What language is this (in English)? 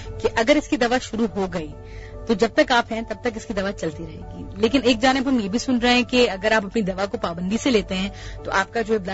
Urdu